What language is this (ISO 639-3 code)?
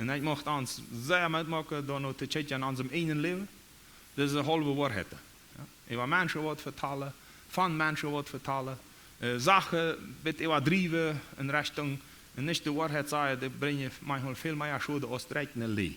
pdt